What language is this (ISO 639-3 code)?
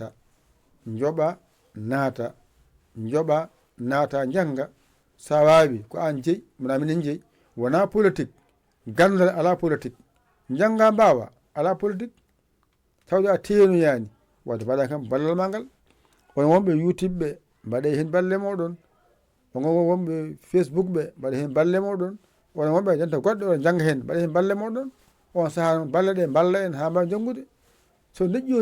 ful